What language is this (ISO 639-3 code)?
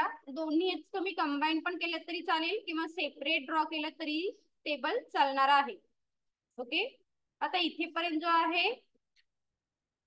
mar